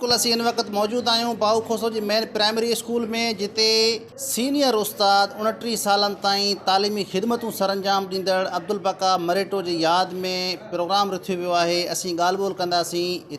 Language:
Sindhi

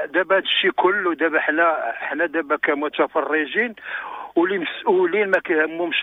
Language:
Moroccan Arabic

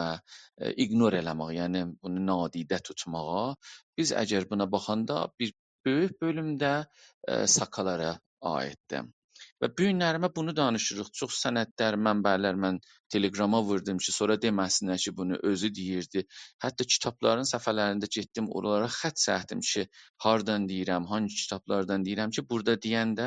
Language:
South Azerbaijani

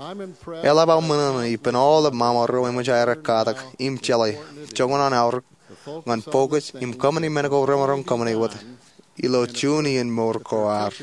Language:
Marshallese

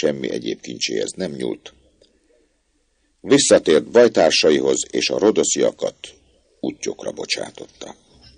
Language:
Hungarian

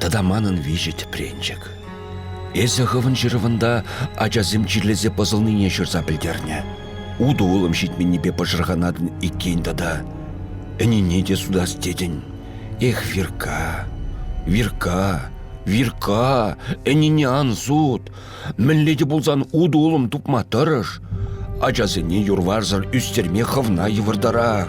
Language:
Chuvash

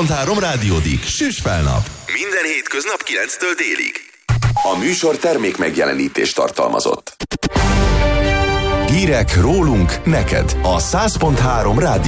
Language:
Hungarian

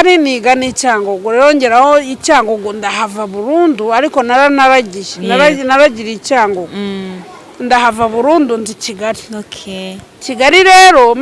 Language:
Kinyarwanda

